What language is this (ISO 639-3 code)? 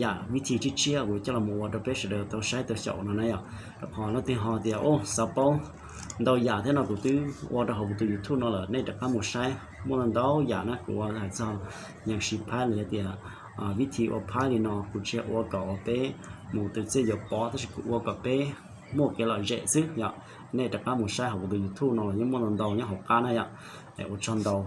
hmn